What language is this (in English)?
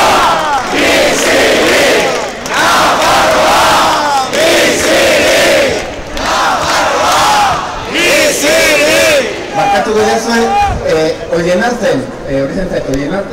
Basque